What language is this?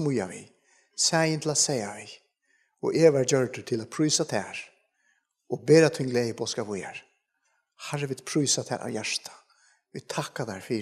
Faroese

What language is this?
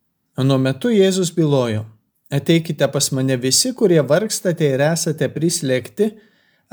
Lithuanian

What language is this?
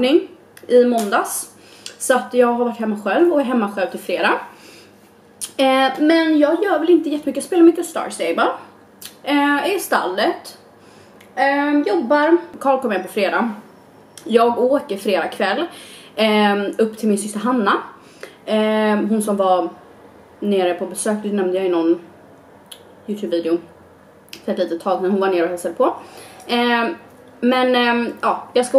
Swedish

